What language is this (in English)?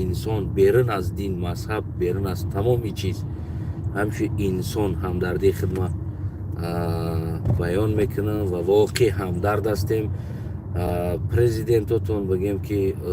Tajik